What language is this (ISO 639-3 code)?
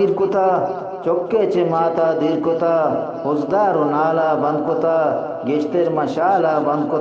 bgp